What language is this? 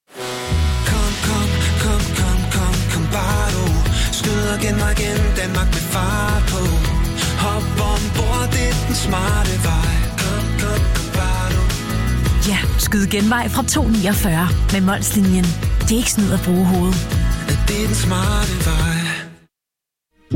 Danish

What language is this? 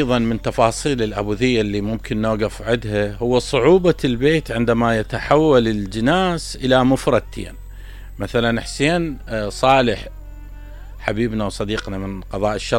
Mesopotamian Arabic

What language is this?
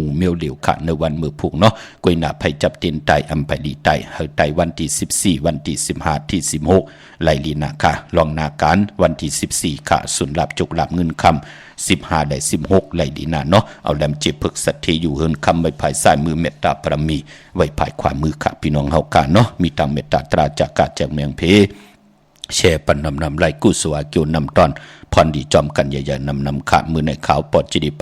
Shan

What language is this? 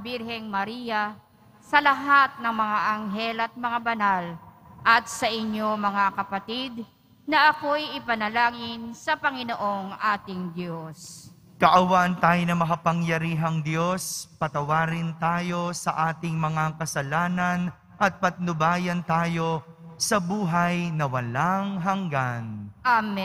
Filipino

